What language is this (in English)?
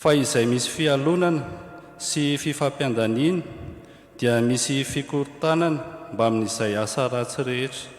Malagasy